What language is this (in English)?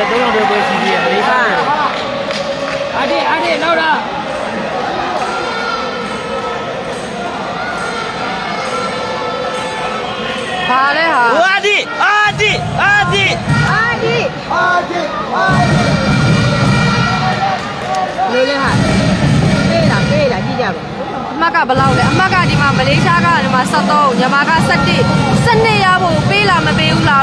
Burmese